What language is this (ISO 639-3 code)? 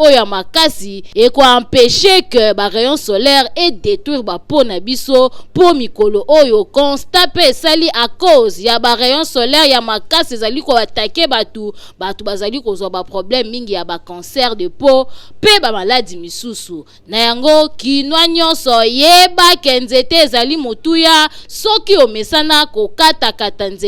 lin